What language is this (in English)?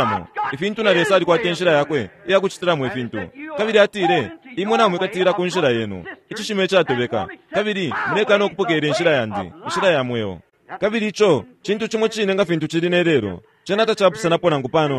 Bemba